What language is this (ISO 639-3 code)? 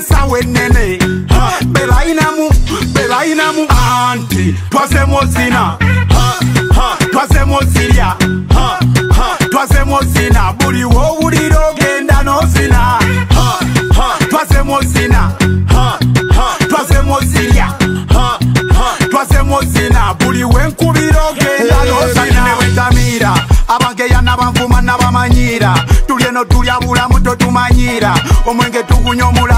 lug